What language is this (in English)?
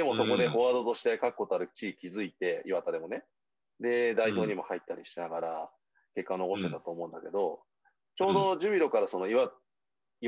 Japanese